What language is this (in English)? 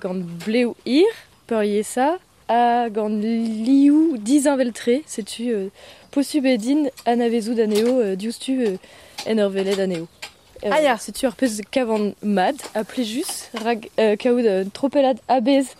Breton